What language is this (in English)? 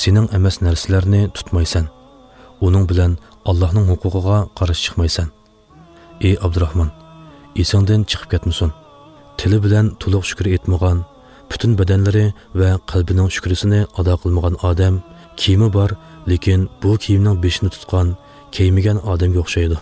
Uyghur